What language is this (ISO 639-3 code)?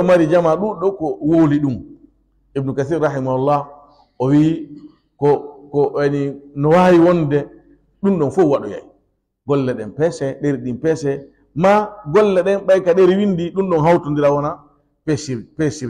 ful